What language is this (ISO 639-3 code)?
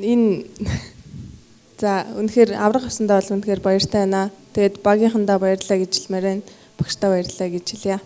mon